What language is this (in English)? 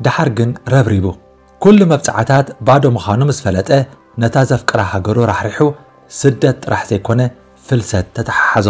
Tigrinya